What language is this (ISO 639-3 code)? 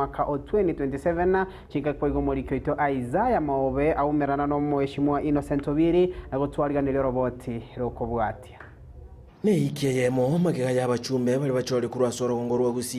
guz